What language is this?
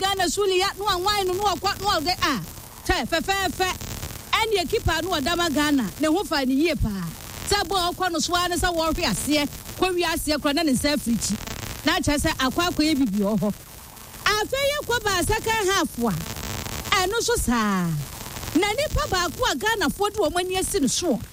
Akan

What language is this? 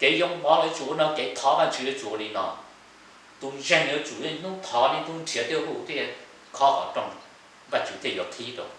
Hmong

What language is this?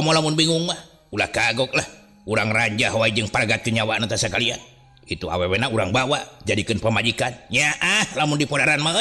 Sundanese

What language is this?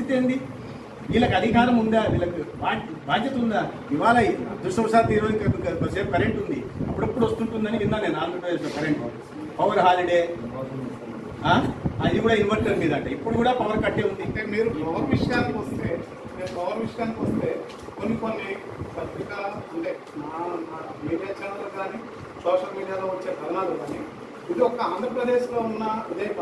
Telugu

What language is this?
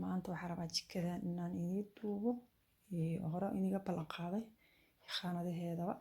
Somali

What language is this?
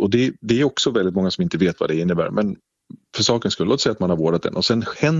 Swedish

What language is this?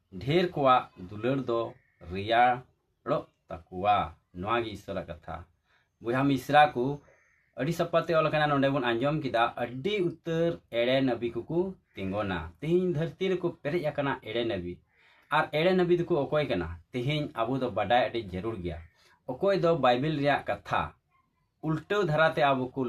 Santali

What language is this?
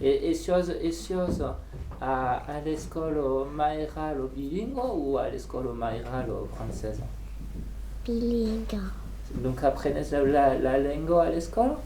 Occitan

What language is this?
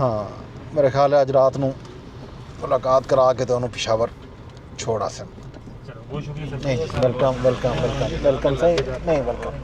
Saraiki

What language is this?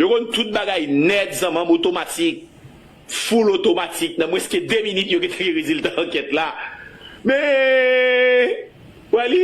Haitian Creole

